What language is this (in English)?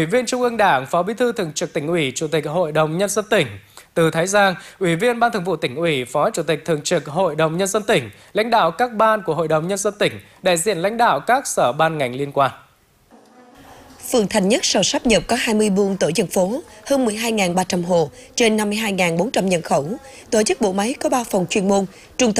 Vietnamese